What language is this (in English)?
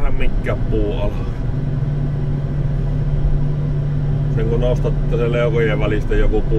Finnish